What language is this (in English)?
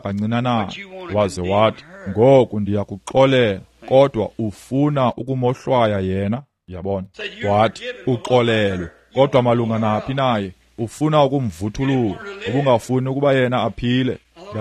Xhosa